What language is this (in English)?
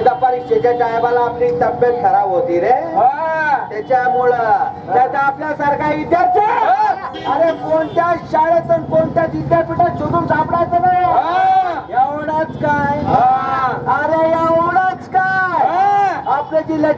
Marathi